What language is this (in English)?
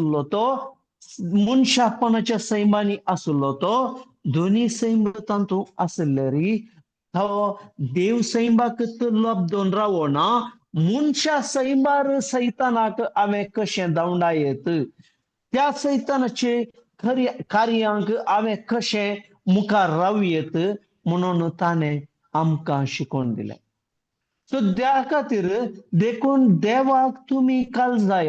Konkani